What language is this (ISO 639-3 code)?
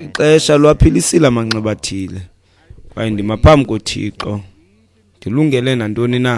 xho